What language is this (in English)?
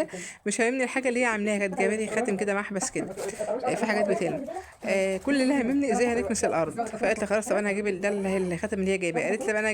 Egyptian Arabic